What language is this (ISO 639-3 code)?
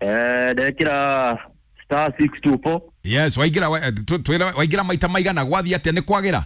kik